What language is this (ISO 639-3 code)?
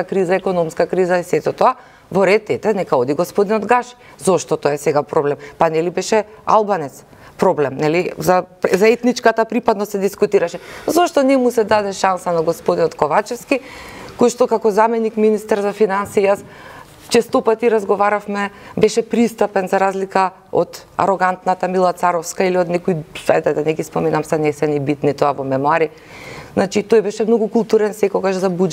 mkd